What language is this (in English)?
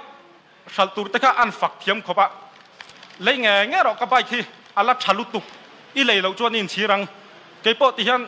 Mizo